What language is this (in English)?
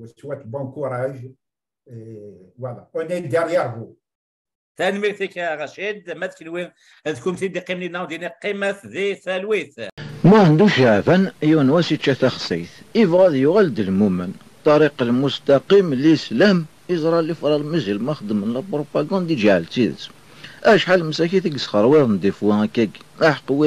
Kabyle